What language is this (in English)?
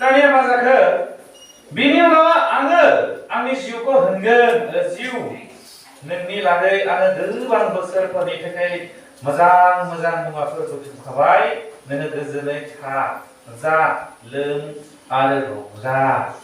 Bodo